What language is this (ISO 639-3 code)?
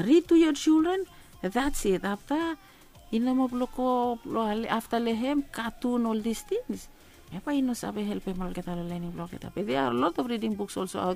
bis